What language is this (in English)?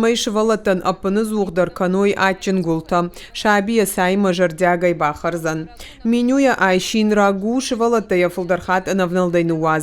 Ossetic